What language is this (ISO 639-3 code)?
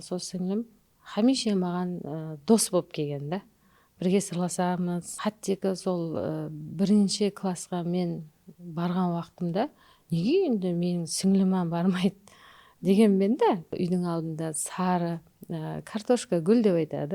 kaa